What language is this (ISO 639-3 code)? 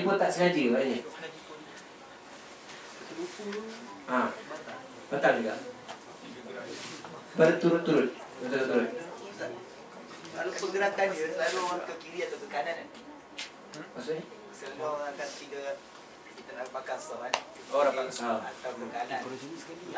msa